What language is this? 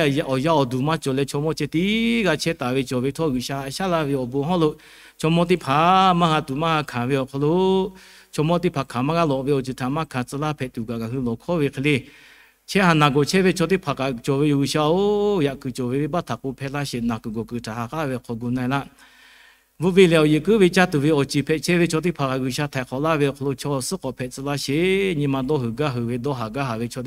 Lahu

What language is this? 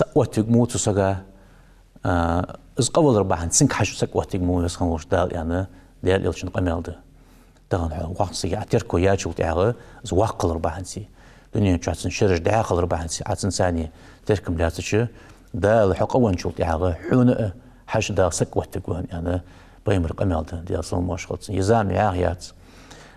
Ingush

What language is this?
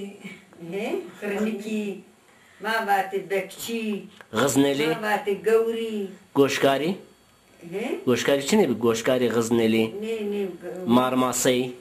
Zaza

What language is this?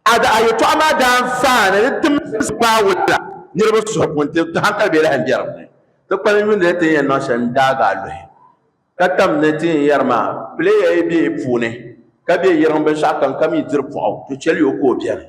Dagbani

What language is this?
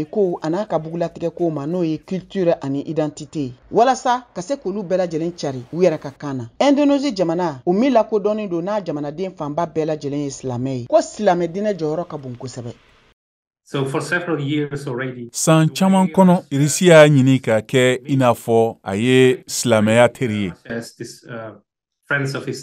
Bambara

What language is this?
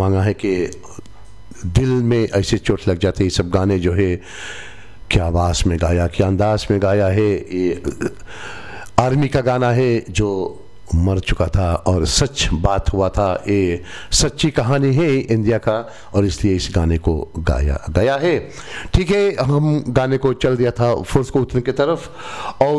Hindi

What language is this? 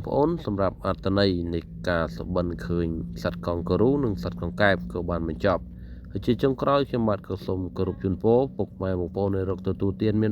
Khmer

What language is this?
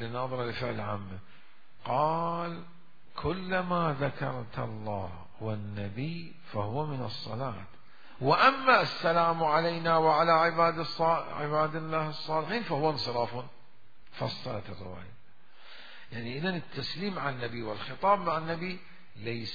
Mesopotamian Arabic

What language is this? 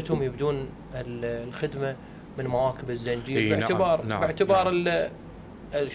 Mesopotamian Arabic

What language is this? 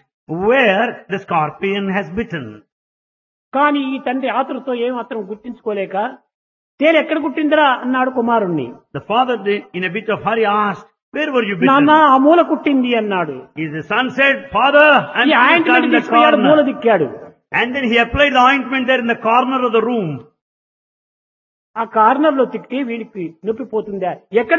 Telugu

